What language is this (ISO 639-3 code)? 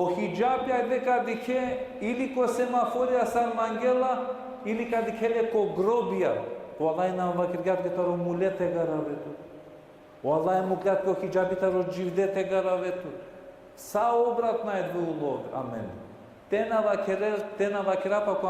rmn